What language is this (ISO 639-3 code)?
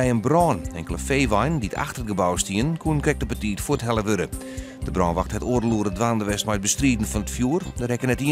fry